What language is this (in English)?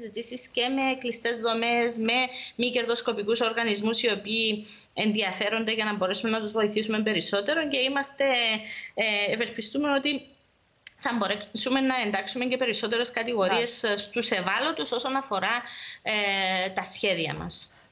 Greek